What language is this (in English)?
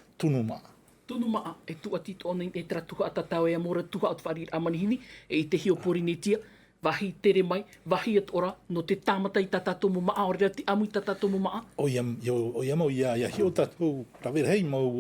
Tahitian